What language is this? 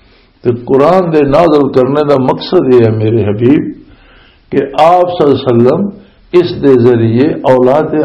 Western Panjabi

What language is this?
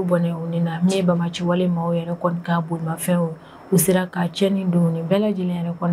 Bambara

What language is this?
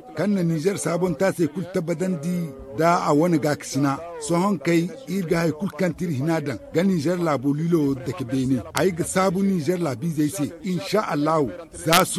Zarma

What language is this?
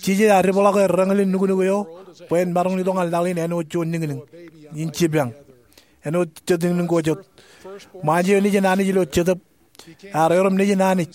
Marshallese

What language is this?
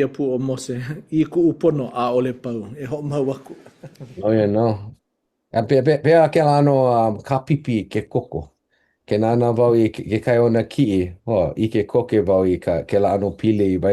Hawaiian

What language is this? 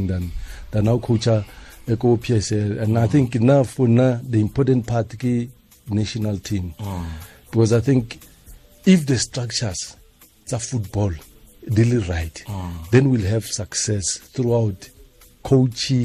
Tswana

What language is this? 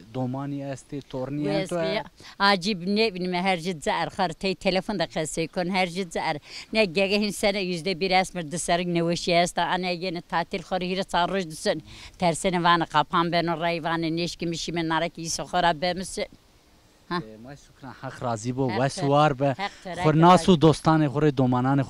Zaza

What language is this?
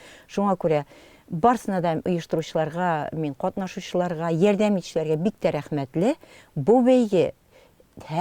Tatar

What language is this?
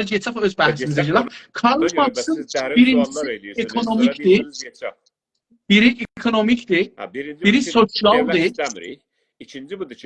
South Azerbaijani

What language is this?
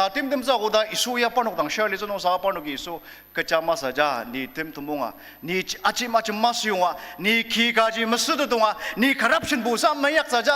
Ao Naga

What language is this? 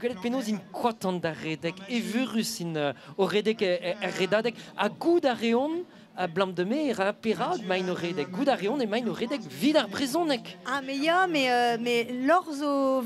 Breton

